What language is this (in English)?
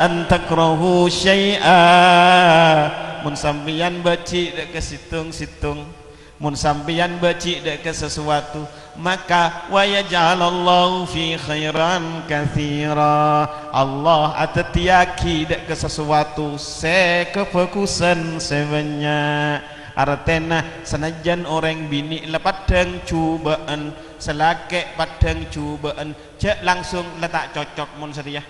Madurese